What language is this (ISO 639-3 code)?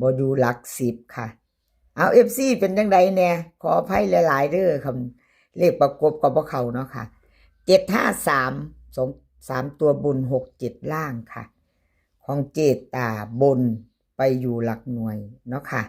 tts